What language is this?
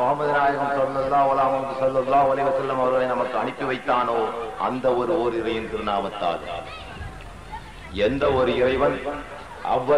Tamil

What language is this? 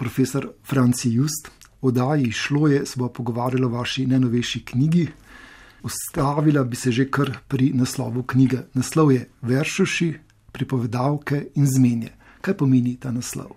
Slovenian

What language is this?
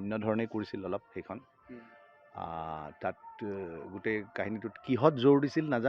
Assamese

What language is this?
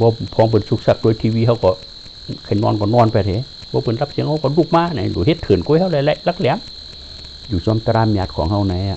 Shan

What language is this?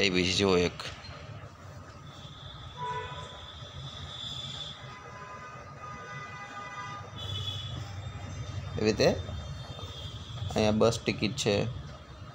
Gujarati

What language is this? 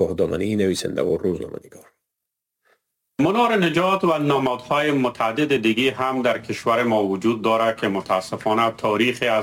Persian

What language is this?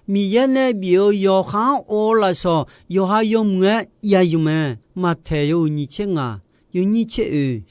Akha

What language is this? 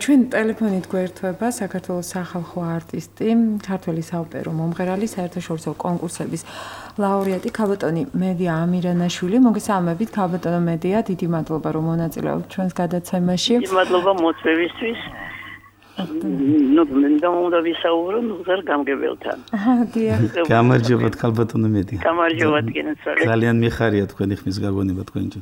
Georgian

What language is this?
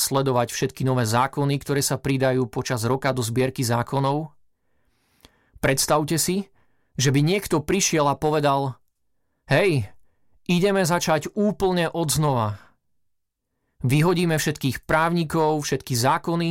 Slovak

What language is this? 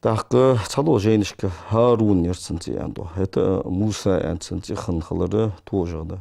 Ingush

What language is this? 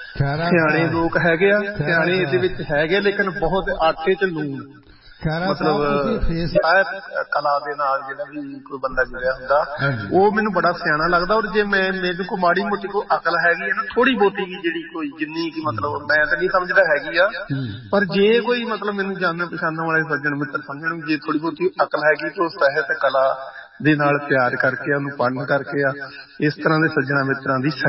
Punjabi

